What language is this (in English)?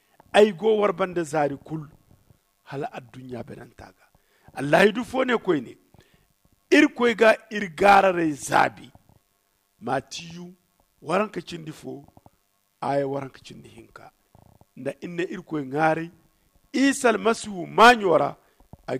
Zarma